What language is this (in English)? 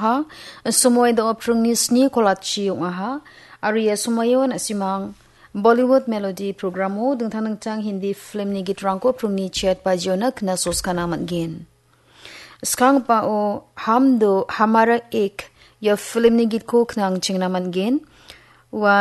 Garo